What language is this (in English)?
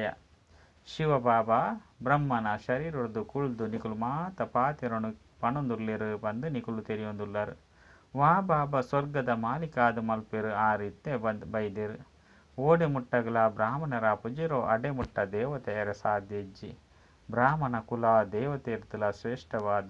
Tulu